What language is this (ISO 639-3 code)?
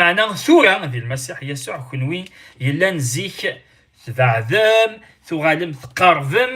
kab